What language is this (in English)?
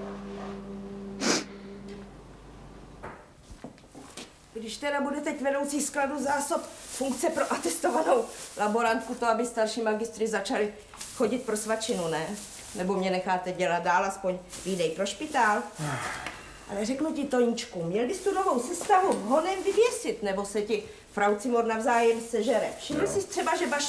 Czech